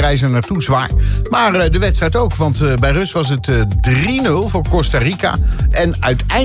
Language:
Dutch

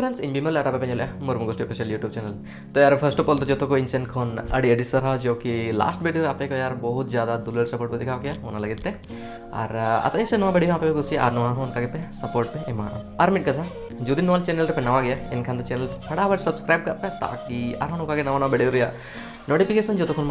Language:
Santali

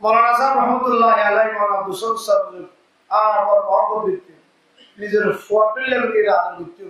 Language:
Rohingya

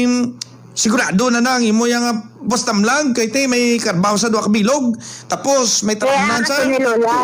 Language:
Hiligaynon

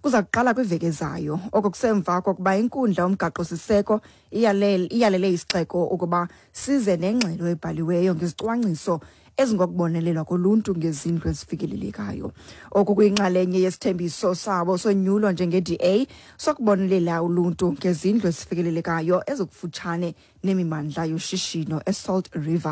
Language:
Xhosa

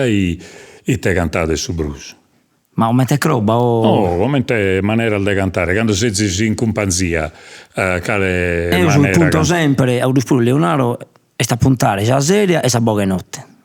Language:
Sardinian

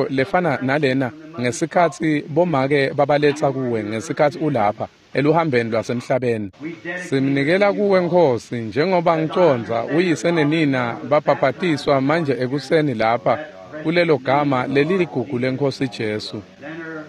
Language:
Swati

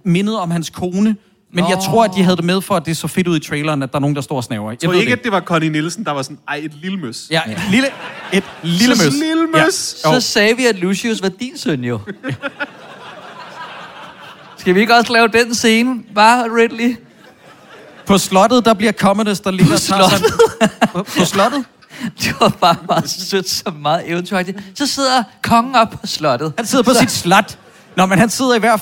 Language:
Danish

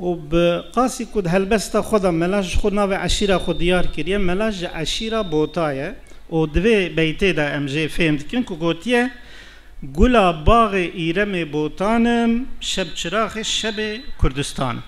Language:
Kurdish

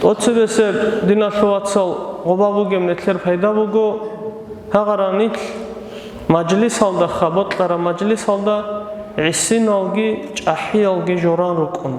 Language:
Avaric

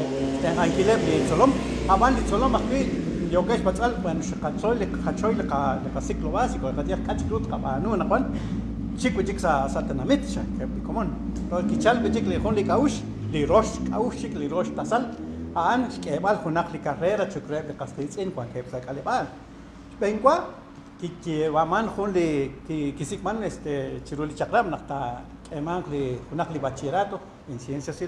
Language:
Kekchí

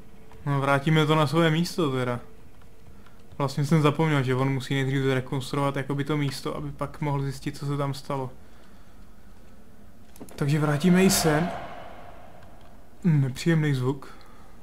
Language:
Czech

